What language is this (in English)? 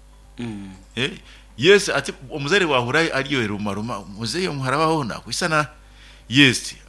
Nyoro